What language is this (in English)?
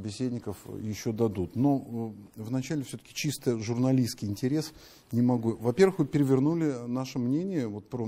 Russian